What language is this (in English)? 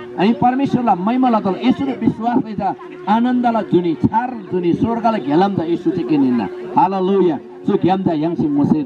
Eastern Tamang